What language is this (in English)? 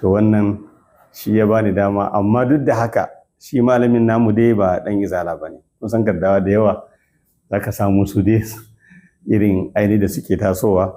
Hausa